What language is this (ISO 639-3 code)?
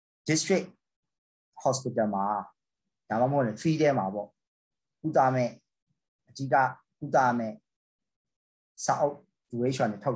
mya